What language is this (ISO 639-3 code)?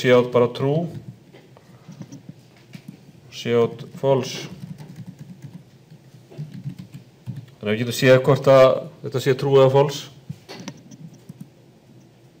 isl